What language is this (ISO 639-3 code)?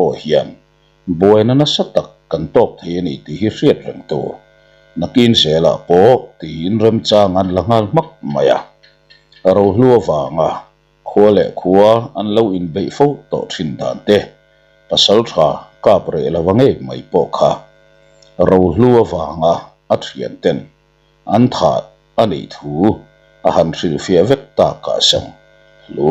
lus